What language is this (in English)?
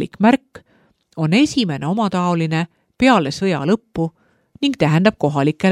Estonian